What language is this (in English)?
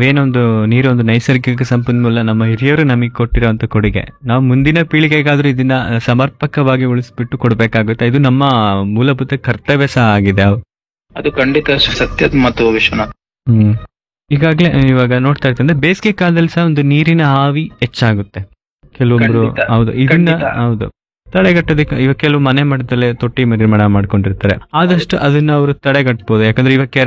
Kannada